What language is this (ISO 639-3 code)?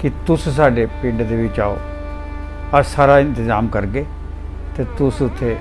doi